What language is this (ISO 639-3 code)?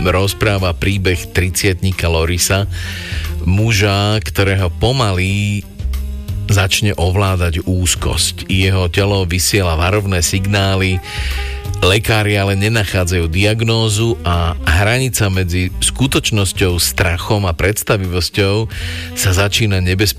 slk